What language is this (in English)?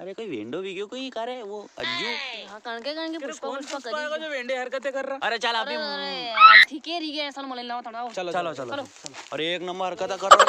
Rajasthani